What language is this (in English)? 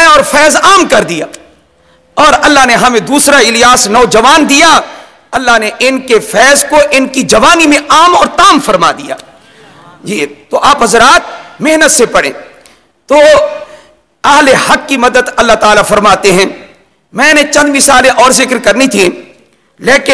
Urdu